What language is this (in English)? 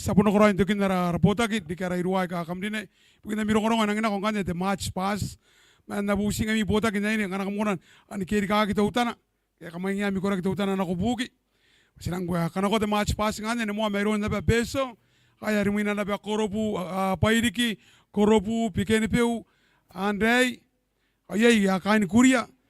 Gilbertese